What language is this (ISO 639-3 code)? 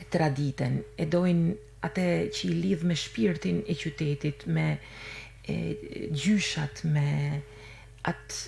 sqi